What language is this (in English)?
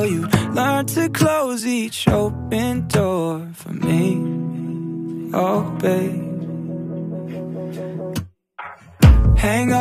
English